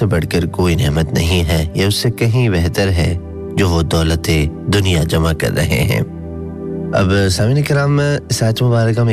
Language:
Urdu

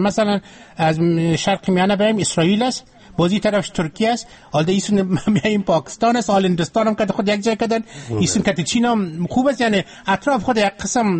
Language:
Persian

